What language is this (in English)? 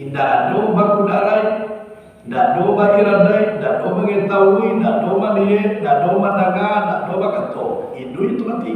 Minangkabau